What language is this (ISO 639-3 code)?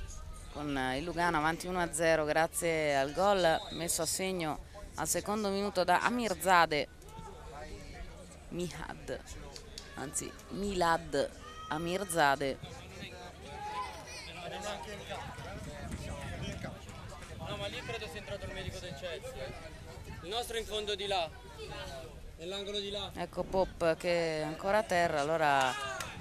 ita